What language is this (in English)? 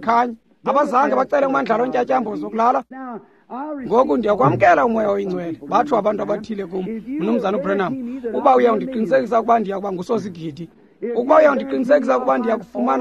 Xhosa